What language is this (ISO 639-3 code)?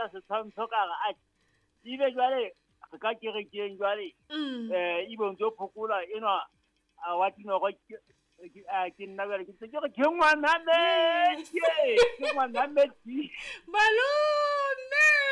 sot